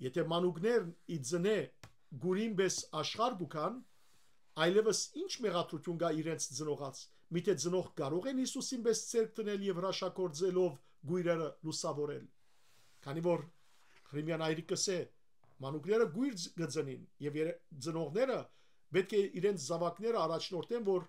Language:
Western Armenian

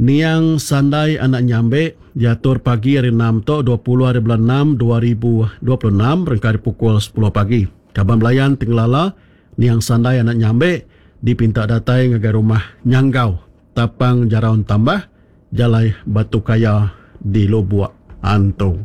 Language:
Iban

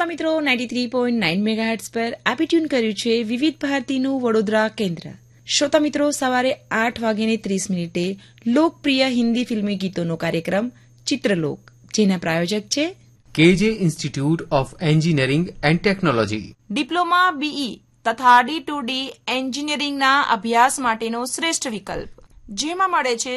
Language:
Gujarati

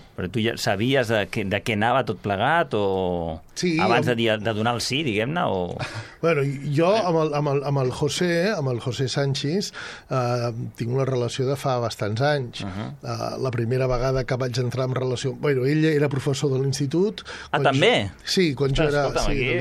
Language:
Catalan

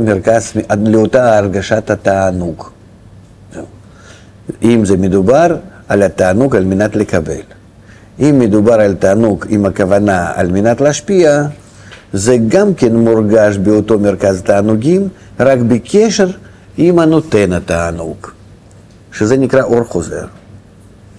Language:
Hebrew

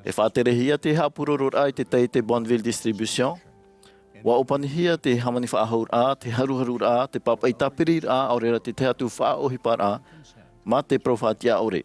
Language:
Tahitian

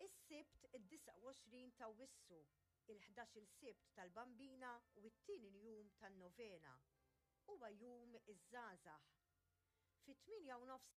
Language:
Maltese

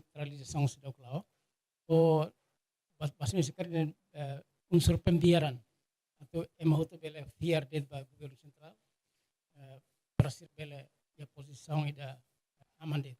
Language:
Tetum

